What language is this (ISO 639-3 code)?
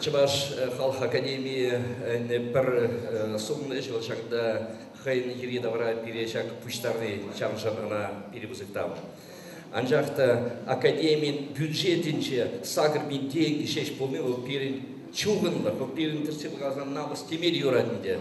chv